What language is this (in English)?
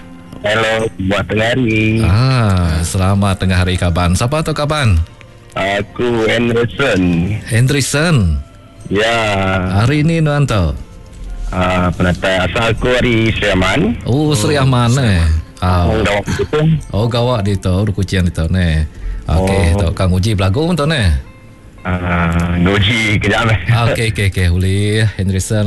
Iban